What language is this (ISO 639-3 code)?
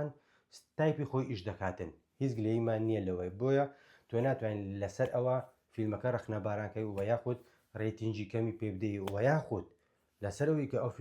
ckb